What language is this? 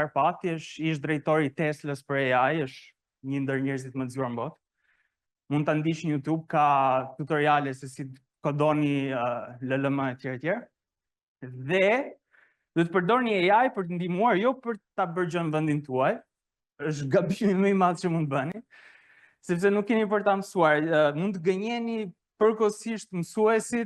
Albanian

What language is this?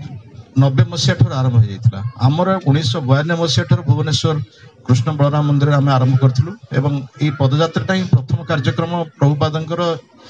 Odia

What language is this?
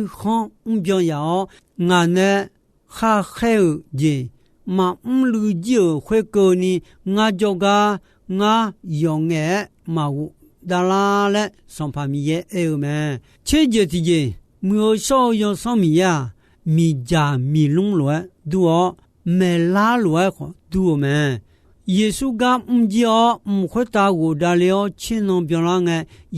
Akha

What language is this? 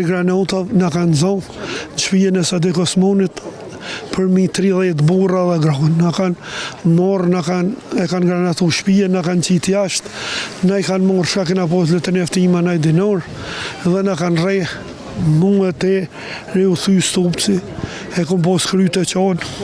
Albanian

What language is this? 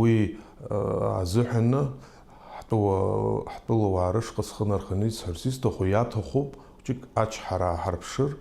Abkhazian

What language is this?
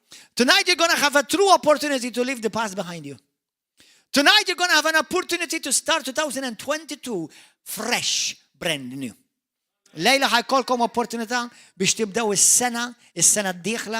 Maltese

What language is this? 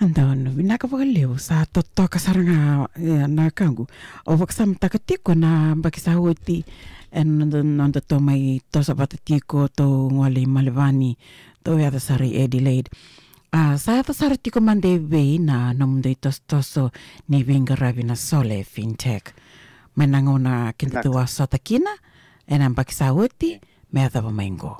Fijian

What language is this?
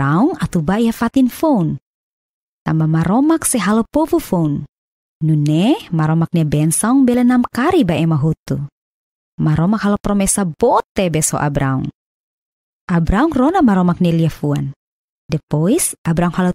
Tetum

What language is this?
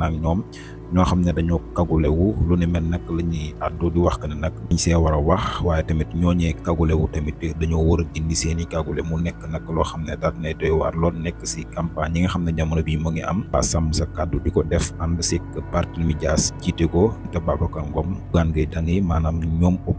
Wolof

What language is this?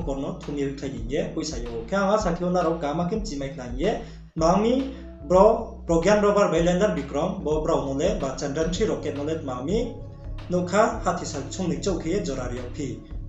Riang (India)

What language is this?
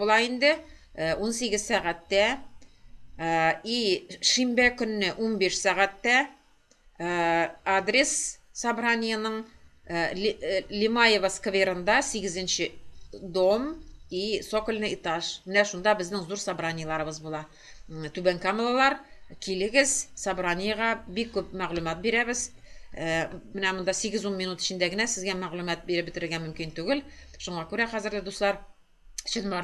Tatar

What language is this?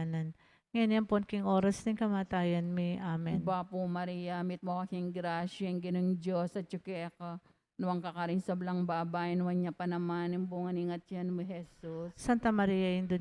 Pampanga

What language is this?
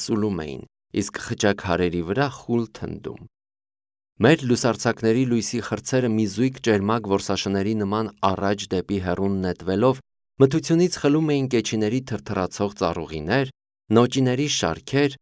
Armenian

